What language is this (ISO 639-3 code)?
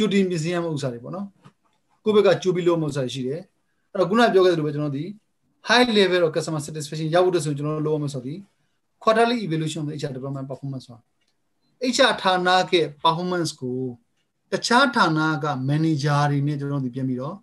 mya